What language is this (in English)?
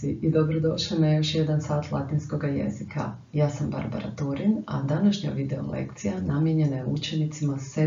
Croatian